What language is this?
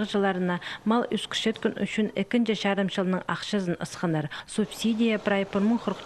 Khakas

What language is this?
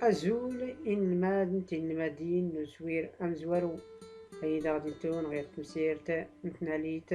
Tachelhit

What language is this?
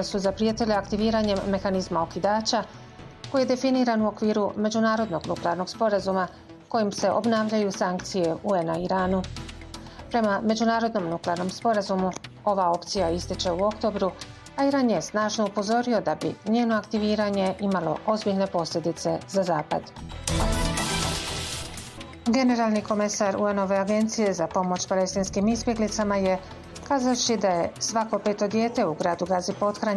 Bosnian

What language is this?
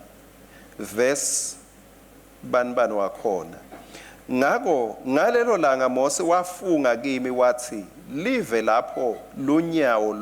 Swati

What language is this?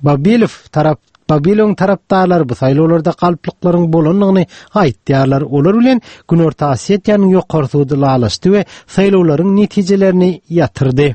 Turkmen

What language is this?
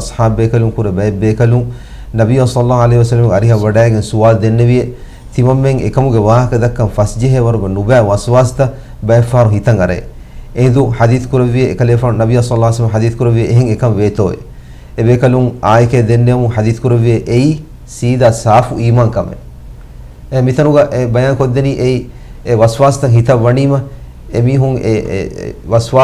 Divehi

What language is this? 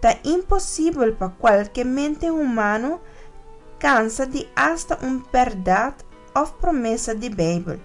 Papiamento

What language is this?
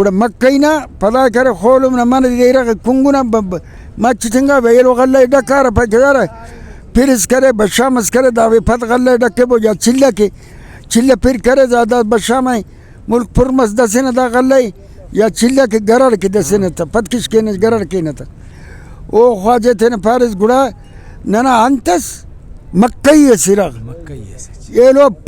Brahui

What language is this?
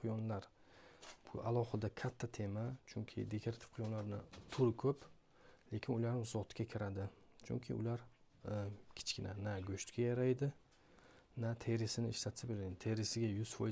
Uzbek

